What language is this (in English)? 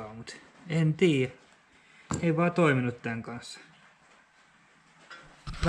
Finnish